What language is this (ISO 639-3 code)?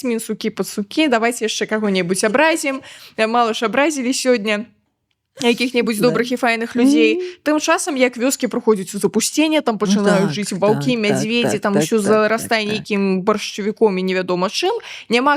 bel